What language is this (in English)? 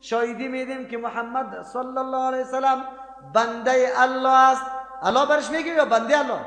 Persian